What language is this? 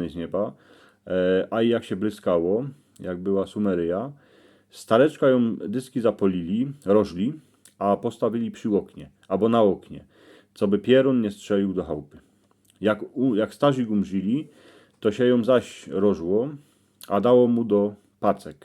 Silesian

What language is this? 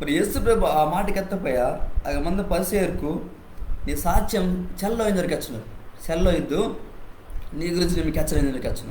Koya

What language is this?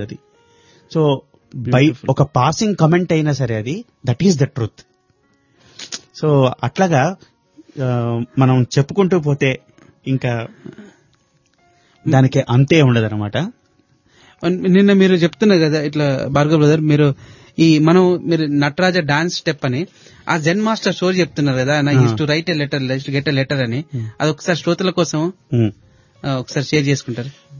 Telugu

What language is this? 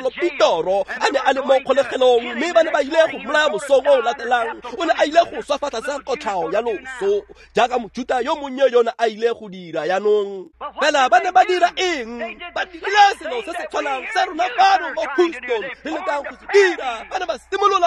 Tswana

